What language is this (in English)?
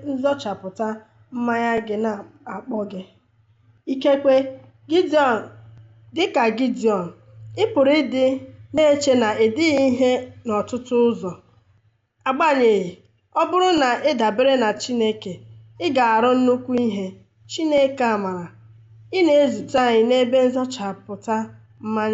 Igbo